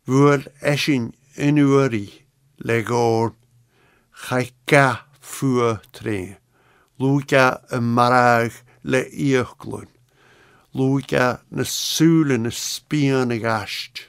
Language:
Scottish Gaelic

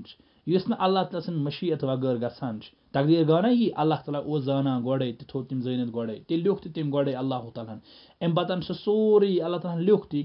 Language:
Kashmiri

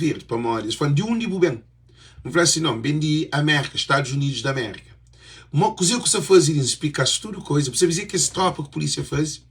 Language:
Kabuverdianu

